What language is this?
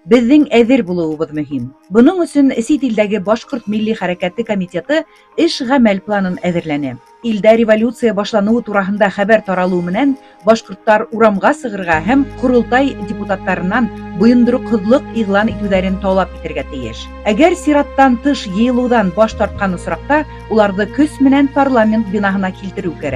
Bashkir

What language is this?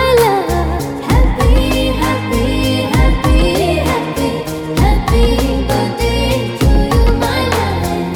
Telugu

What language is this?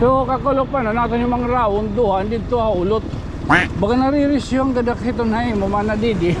Waray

